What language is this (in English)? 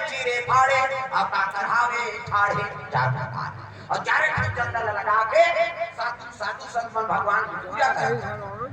Chhattisgarhi